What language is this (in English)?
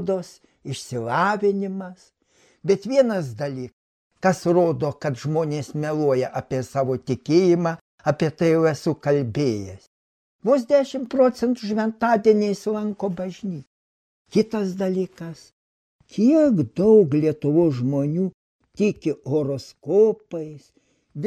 Lithuanian